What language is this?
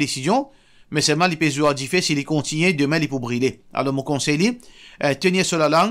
Morisyen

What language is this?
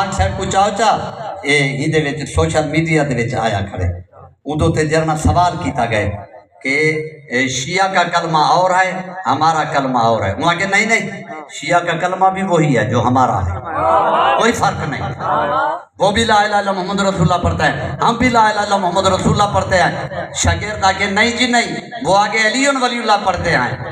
Saraiki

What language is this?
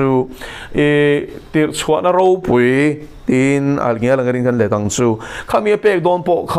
Mizo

